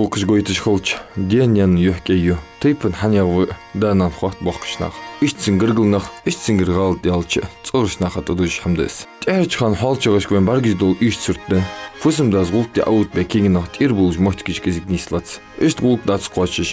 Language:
Ingush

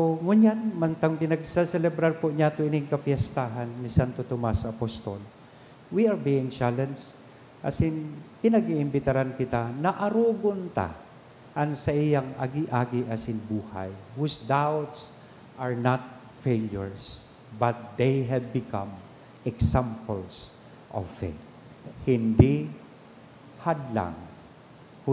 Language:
Bikol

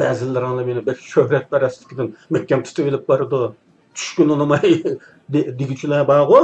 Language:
Uyghur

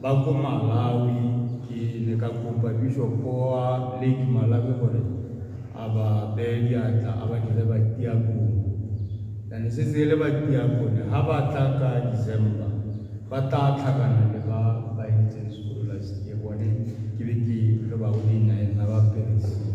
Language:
Tswana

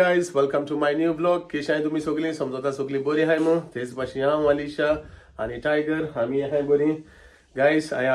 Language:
Konkani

